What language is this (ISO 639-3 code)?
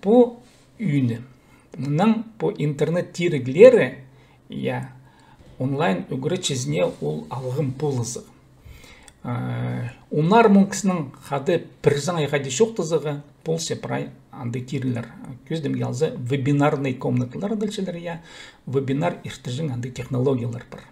kjh